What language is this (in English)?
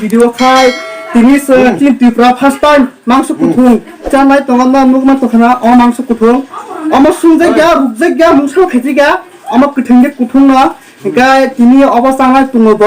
Kok Borok